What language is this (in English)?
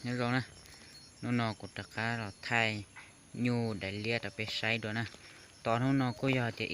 Hmong